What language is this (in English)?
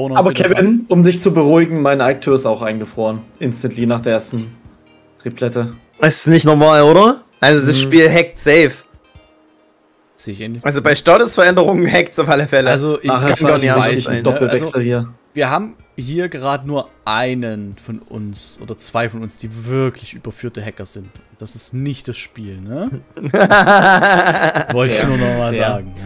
German